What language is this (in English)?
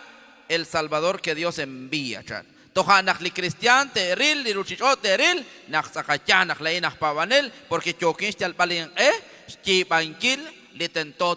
Kekchí